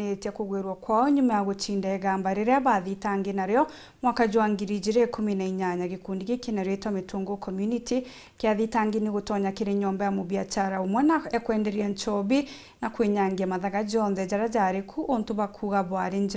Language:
Meru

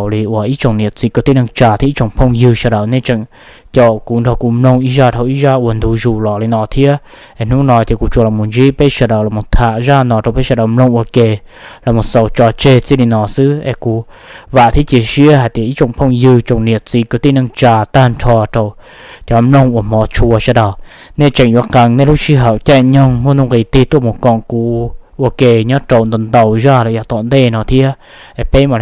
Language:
Hmong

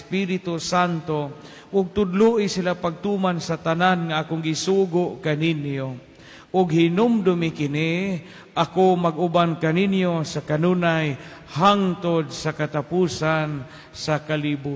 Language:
Cebuano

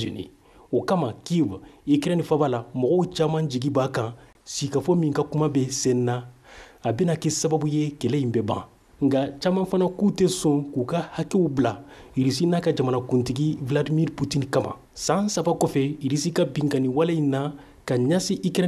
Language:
Bambara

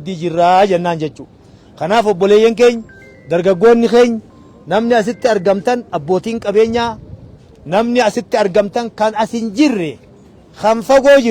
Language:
Oromo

